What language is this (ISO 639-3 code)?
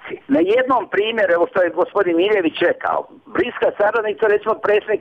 bos